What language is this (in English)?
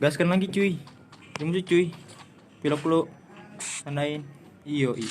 Betawi